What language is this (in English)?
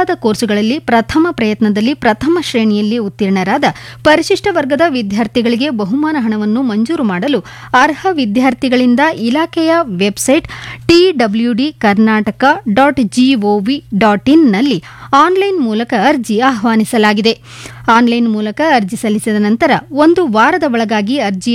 Kannada